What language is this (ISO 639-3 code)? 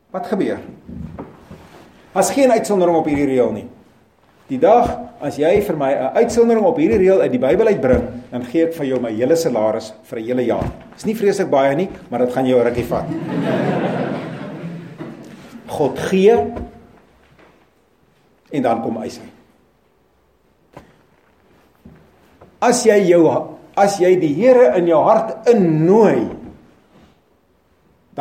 afr